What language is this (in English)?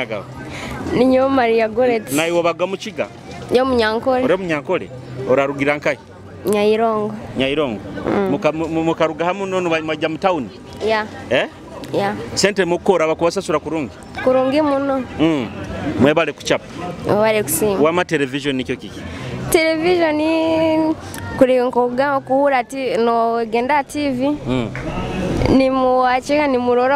Nyoro